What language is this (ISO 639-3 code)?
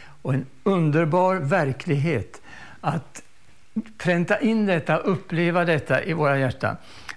swe